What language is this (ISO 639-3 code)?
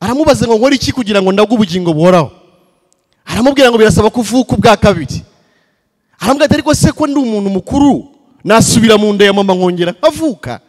kin